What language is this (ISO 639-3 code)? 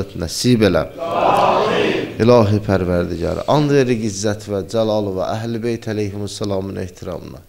aze